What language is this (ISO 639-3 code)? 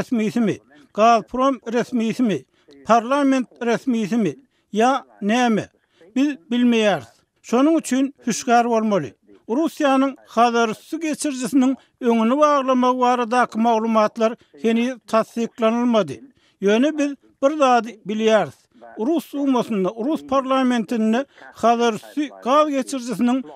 tuk